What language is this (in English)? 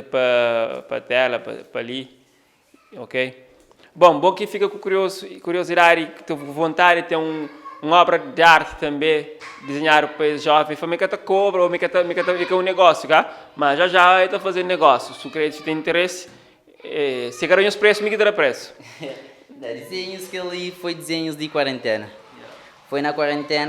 Kabuverdianu